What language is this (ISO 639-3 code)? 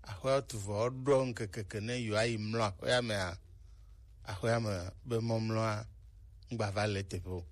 gej